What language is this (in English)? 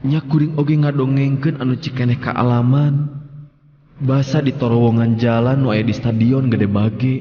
Sundanese